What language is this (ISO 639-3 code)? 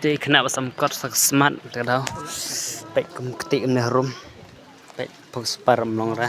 kha